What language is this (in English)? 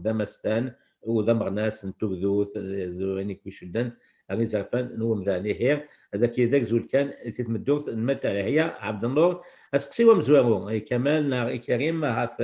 Kabyle